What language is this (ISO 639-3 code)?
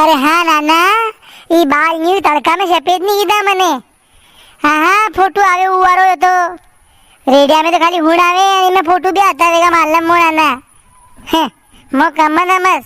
raj